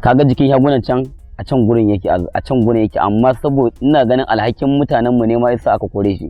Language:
Hausa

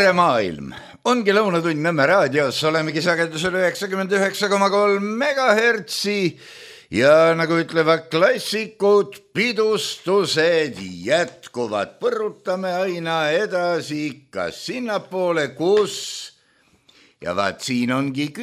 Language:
Estonian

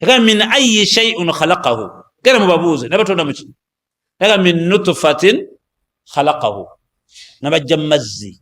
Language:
Ganda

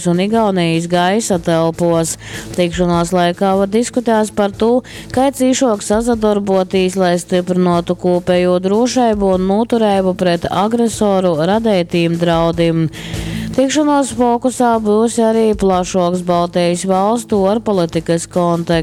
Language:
Latgalian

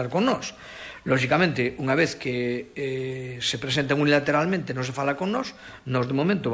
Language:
Galician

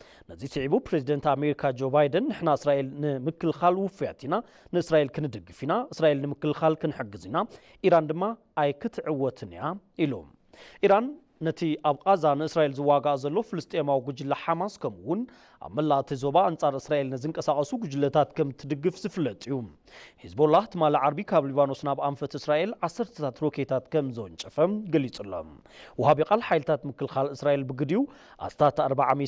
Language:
Tigrinya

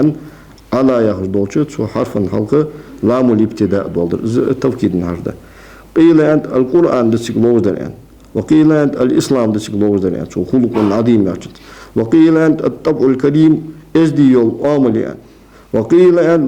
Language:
Ingush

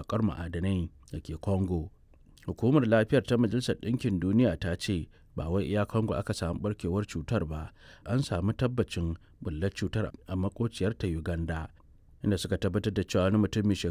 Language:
Hausa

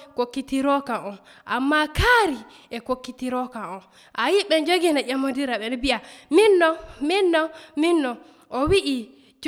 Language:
Nigerian Fulfulde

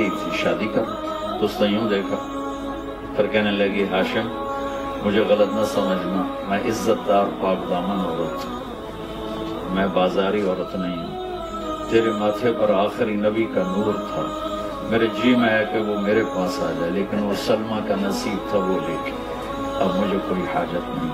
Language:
Urdu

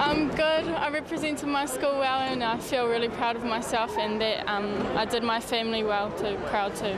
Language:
Māori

